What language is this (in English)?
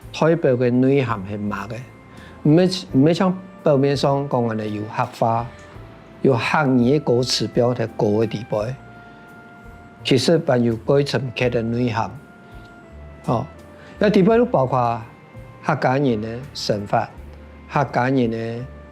Hakka Chinese